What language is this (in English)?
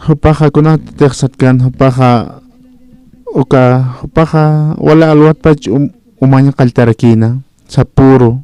Aymara